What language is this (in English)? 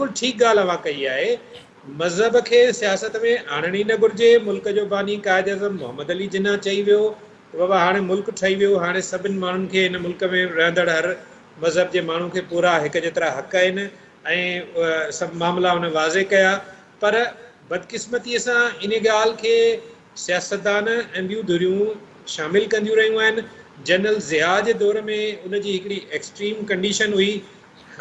Sindhi